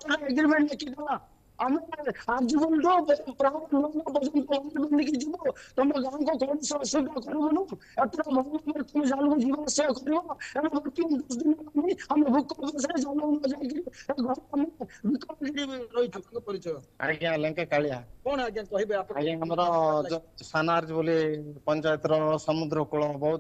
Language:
Odia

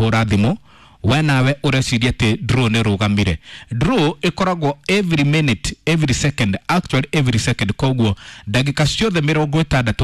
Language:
Kikuyu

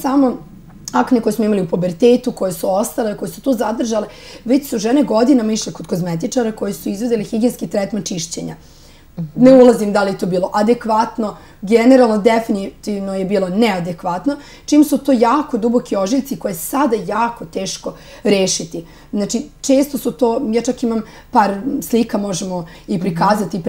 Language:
Serbian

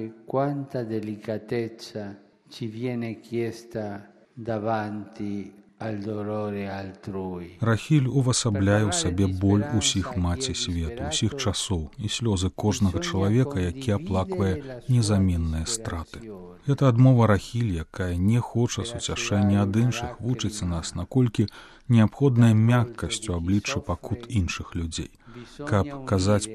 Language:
Belarusian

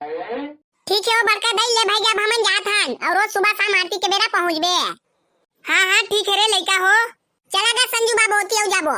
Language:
Chhattisgarhi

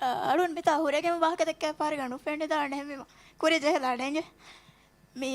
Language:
Divehi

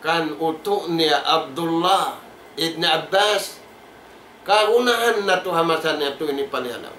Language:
Tausug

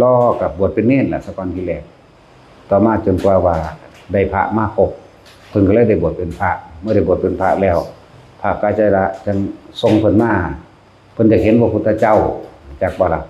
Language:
Lao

